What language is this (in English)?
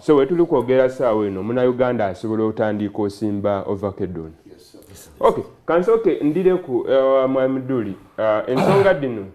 Soga